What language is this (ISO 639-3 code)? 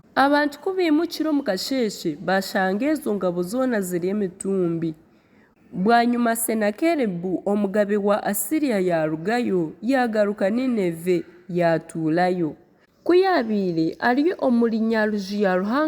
nyn